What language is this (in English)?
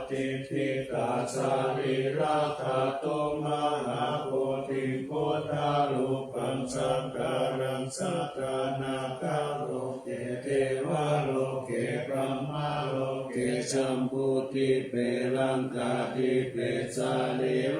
Pali